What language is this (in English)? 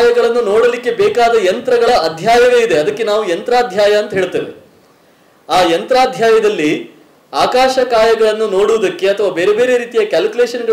Kannada